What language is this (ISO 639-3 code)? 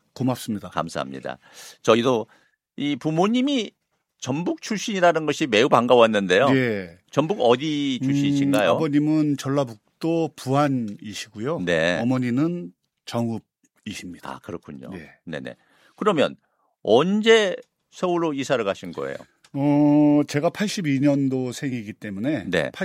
kor